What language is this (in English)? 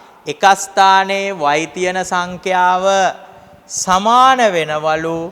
Sinhala